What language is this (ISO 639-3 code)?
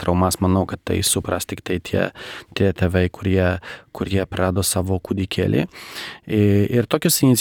lit